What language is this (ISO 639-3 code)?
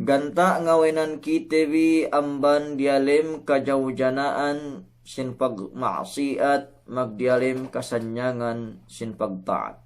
yka